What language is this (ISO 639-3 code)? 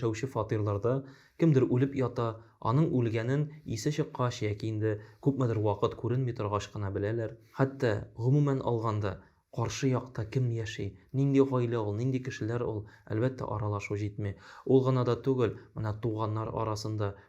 tat